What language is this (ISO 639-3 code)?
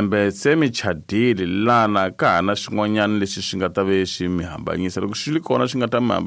tso